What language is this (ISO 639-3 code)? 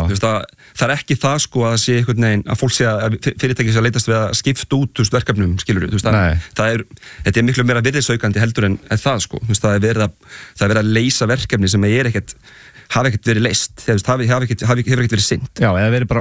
isl